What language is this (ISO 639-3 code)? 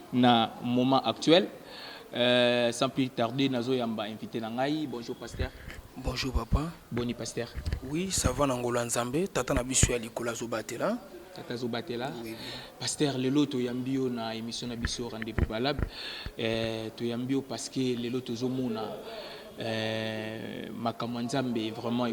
lin